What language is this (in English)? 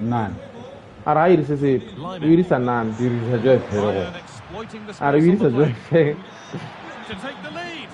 Tswana